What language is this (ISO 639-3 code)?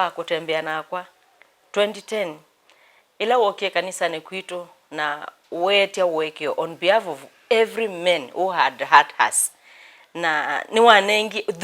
kam